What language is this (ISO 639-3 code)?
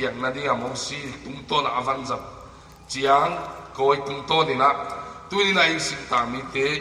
pck